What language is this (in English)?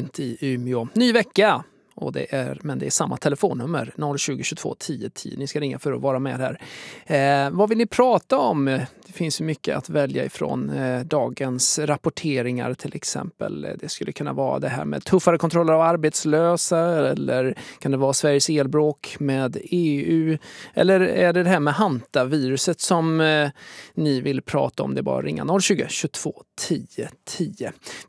Swedish